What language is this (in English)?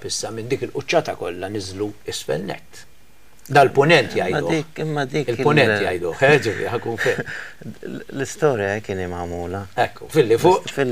Maltese